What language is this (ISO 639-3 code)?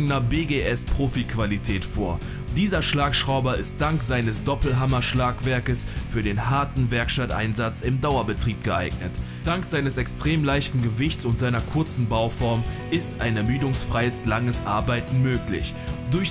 deu